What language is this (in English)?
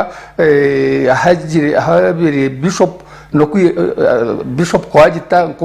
Nyankole